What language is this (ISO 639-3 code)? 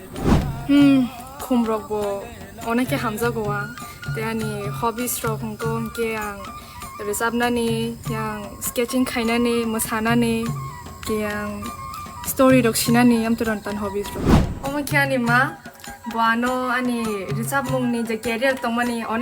trp